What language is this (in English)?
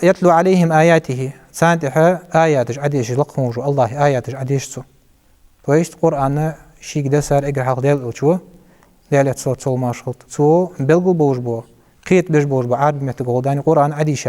Ingush